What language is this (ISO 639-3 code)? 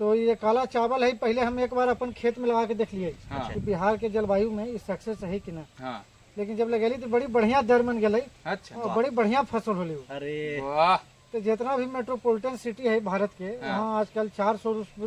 mag